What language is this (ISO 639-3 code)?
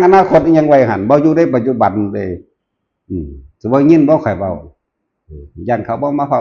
tts